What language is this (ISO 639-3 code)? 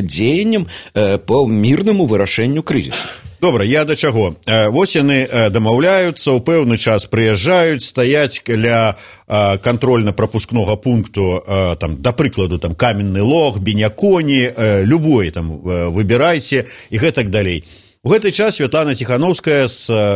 bel